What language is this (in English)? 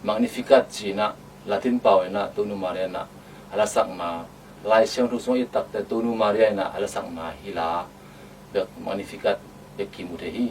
Tedim Chin